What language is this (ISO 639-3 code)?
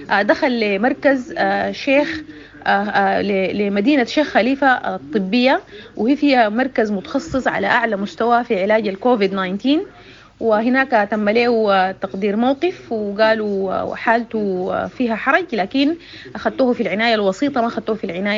apd